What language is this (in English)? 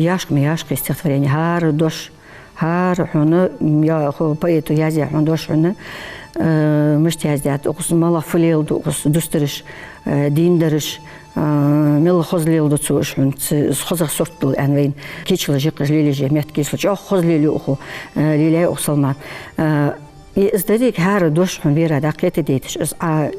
Ingush